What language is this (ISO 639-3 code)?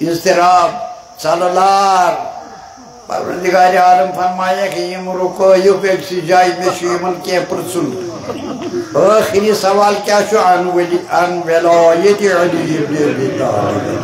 kas